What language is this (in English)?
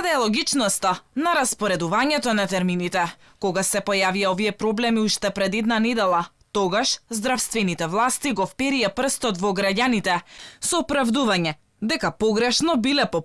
Macedonian